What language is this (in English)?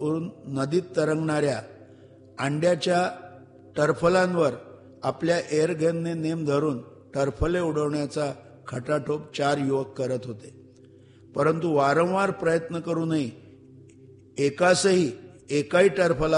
Marathi